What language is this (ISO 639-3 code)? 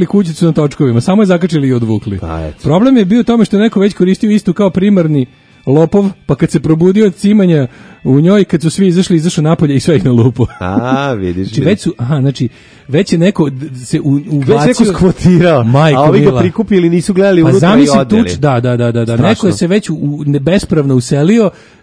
srp